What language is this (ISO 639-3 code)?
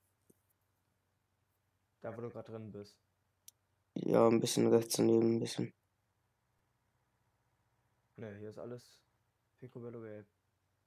deu